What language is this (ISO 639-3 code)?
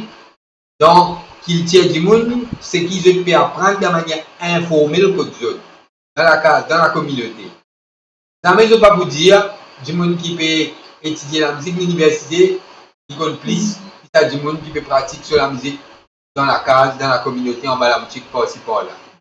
mfe